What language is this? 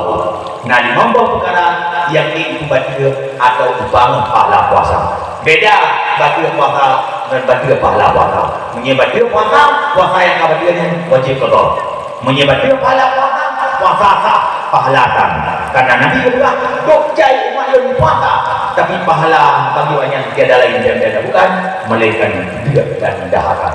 Achinese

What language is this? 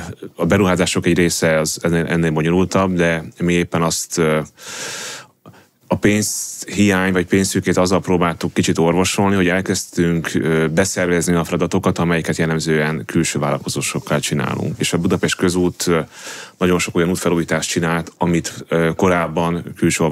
Hungarian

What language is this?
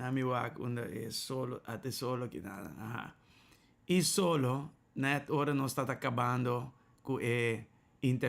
Papiamento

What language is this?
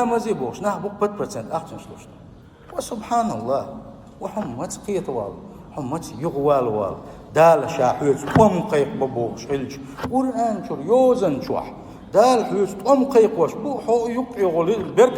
Chechen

